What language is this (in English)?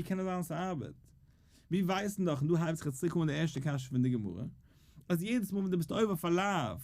Yiddish